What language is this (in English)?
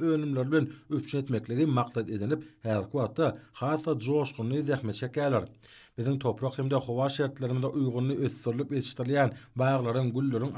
Turkmen